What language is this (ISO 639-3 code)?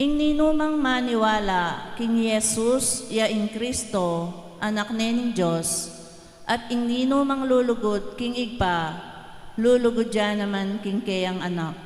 pam